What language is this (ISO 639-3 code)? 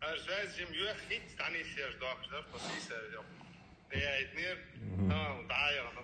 che